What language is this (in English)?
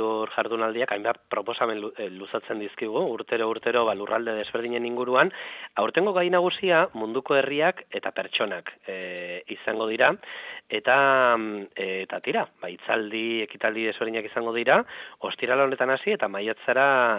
Basque